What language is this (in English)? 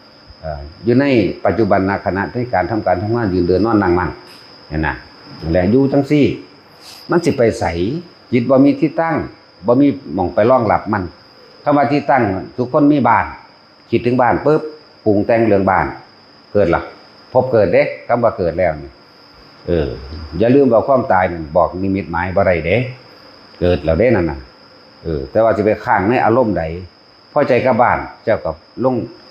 Northeastern Thai